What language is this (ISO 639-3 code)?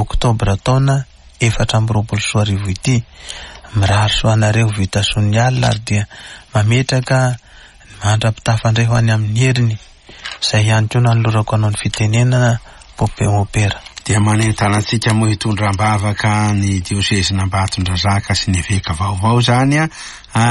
mlg